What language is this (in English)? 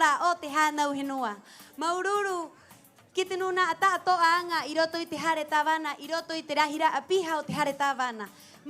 Rapanui